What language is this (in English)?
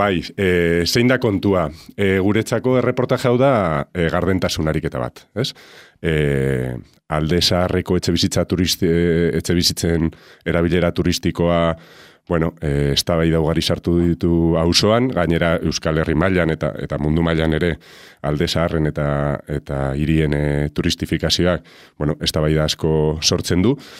Basque